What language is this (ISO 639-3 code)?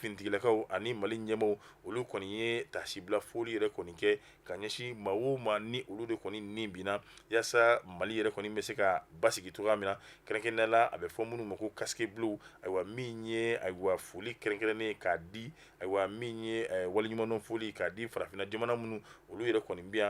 bam